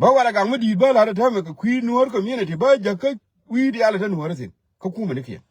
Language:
Nuer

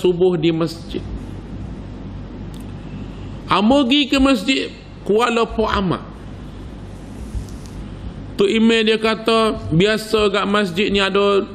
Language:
Malay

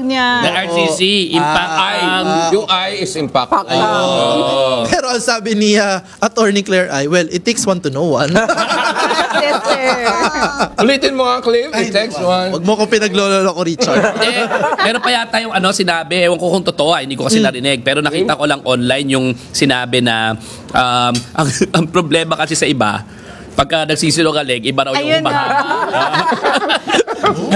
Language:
Filipino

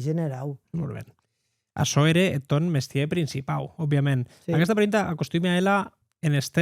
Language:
Occitan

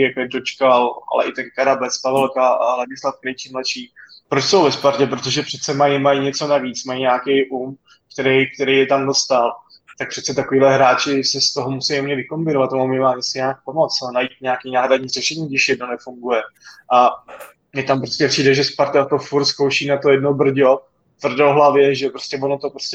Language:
Czech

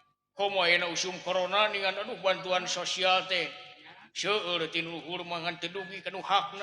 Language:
Sundanese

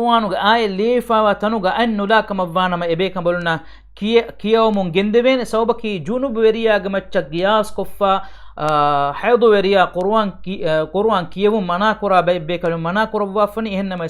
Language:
Divehi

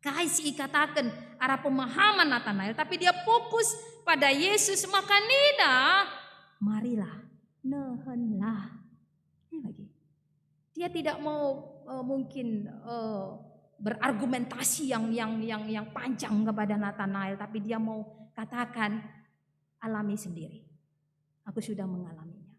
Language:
Batak Karo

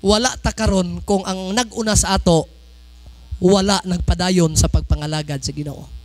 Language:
Cebuano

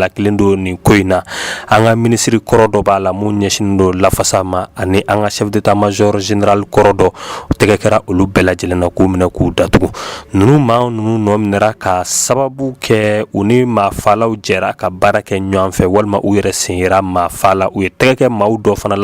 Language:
Bambara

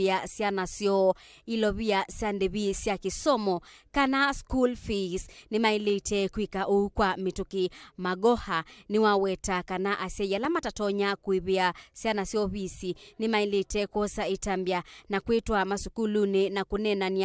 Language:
Kamba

